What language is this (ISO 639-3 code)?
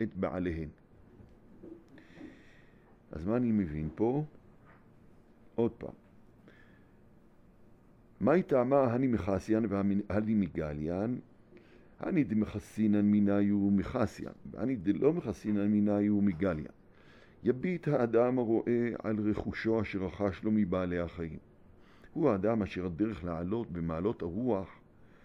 heb